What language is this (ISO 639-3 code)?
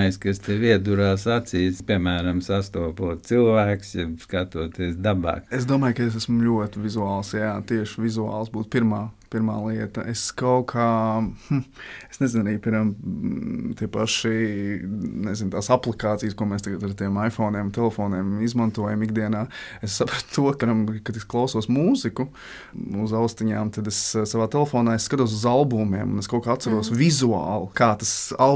lav